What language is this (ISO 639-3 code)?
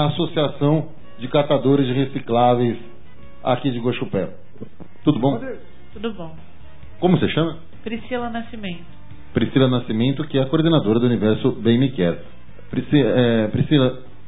por